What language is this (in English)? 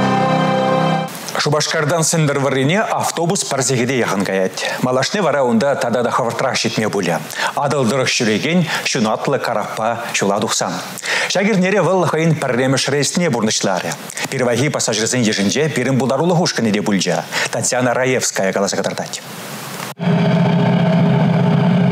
Chuvash